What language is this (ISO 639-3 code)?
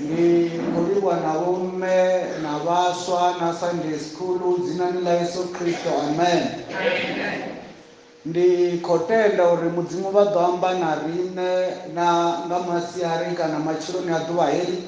ven